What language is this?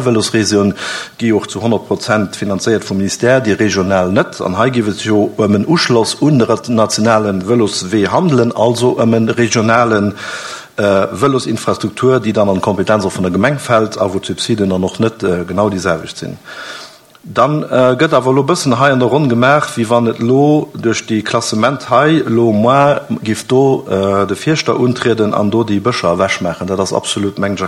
Luxembourgish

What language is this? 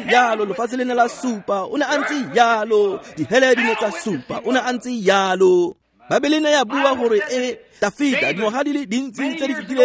Tswana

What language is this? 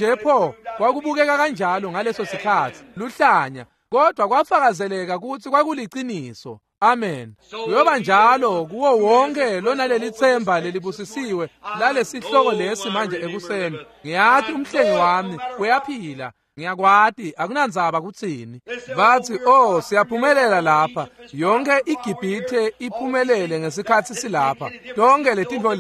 Swati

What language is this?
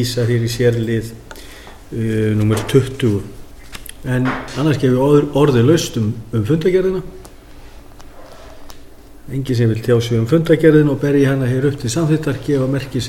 Icelandic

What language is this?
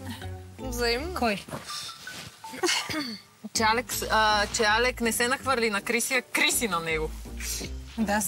Bulgarian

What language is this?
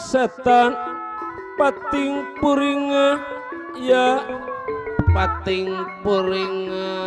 Betawi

